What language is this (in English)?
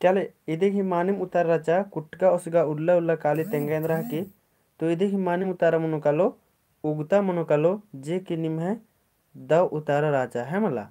Kurukh